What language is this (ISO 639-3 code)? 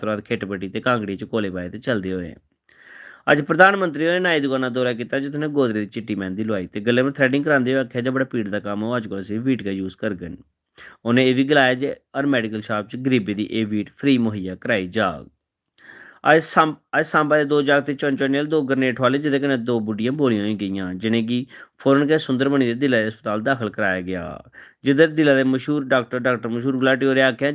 doi